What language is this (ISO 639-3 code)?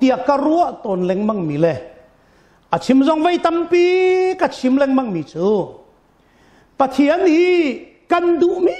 cnh